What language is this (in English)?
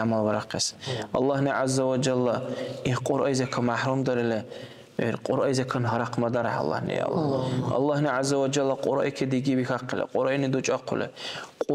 Dargwa